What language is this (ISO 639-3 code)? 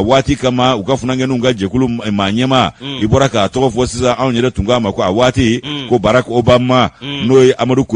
bam